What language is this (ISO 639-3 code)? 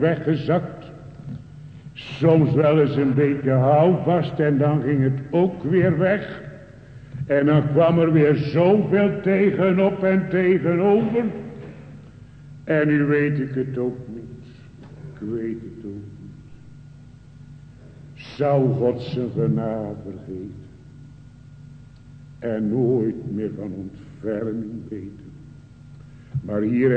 nld